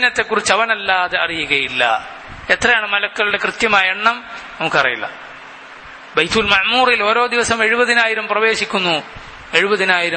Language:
Malayalam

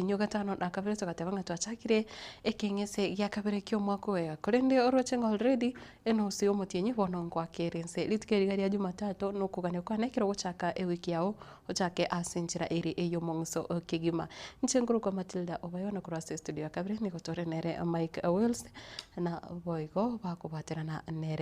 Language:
Gusii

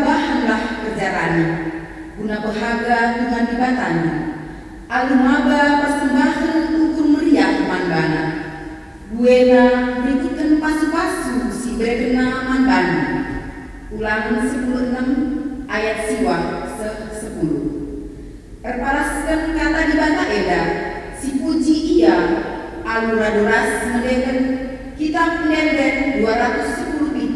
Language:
Batak Karo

